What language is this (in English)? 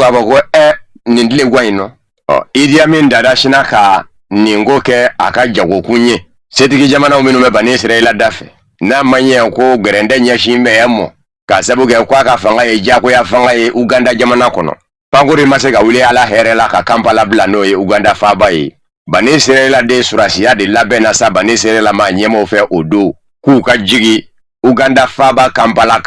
Bambara